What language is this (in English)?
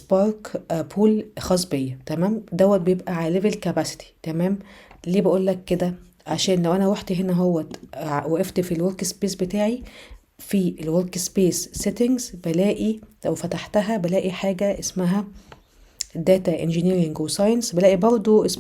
Egyptian Arabic